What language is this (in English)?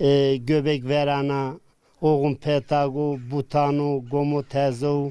Zaza